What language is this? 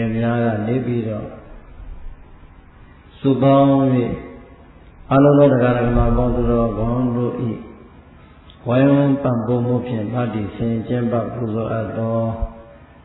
Burmese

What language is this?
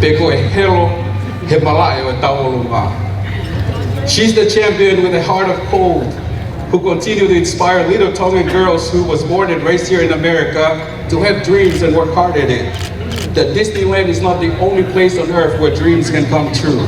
Tongan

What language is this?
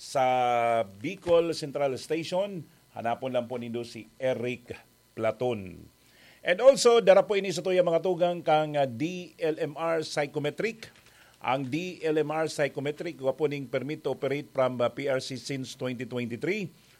Bikol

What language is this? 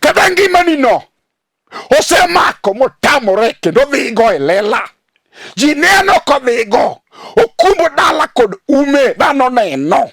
Luo (Kenya and Tanzania)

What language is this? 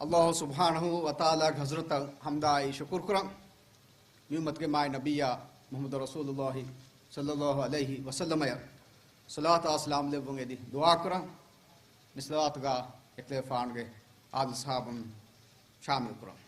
Divehi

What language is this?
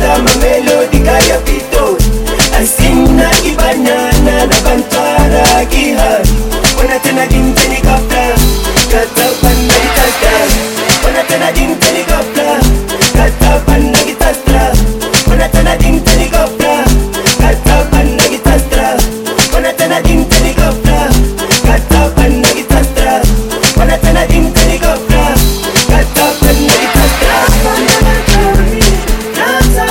Swahili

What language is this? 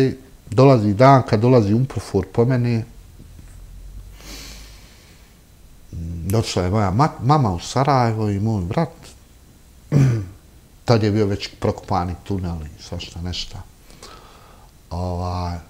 Bosnian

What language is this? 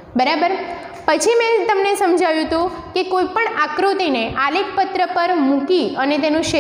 Gujarati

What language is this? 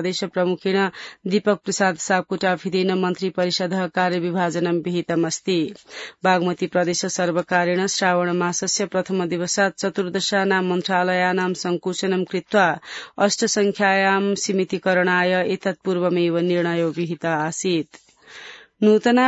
Sanskrit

